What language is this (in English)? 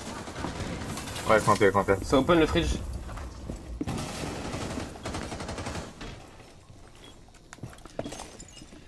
French